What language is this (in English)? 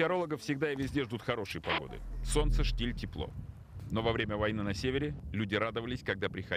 Russian